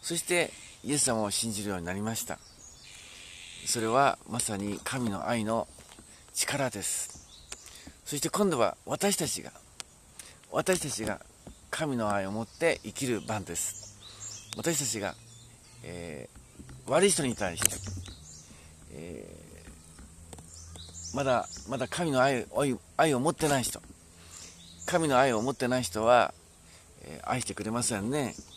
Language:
Japanese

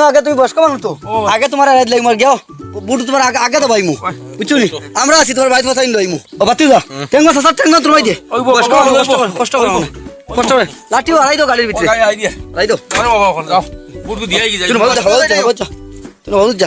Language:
Sylheti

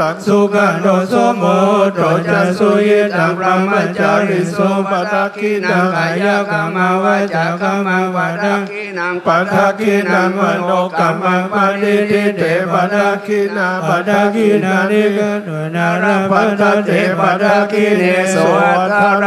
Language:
Pali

